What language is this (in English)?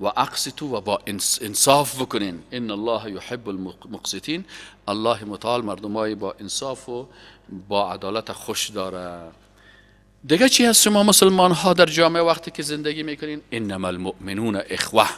Persian